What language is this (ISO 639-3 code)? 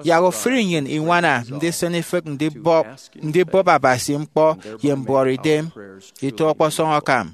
efi